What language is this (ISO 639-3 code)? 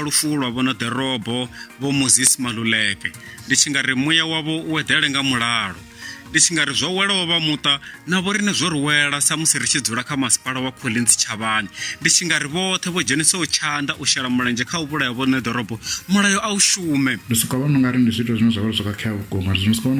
ven